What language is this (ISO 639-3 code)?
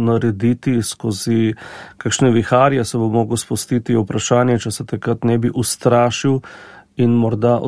slv